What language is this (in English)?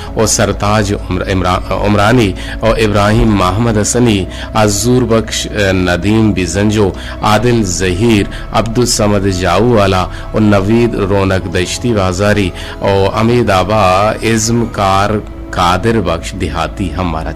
Eastern Balochi